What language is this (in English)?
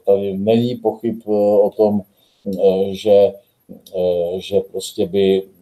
Czech